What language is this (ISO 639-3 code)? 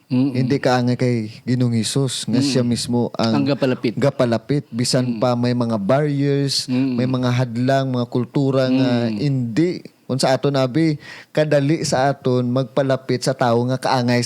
hil